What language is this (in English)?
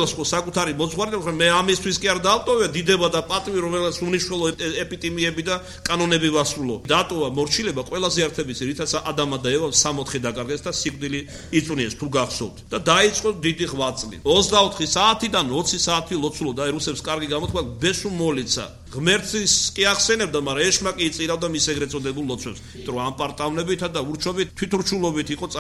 Georgian